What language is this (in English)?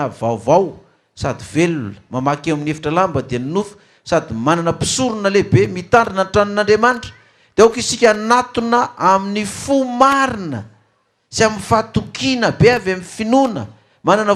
Malagasy